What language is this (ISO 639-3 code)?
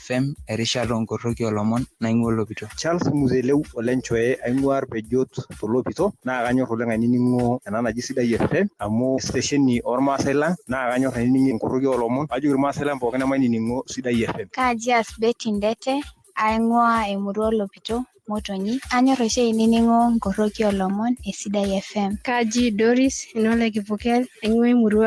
mas